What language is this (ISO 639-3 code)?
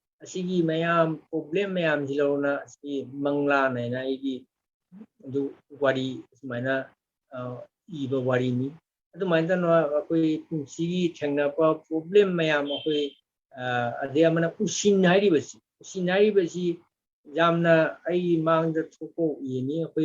mni